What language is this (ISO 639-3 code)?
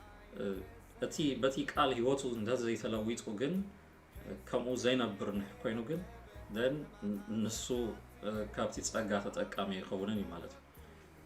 tir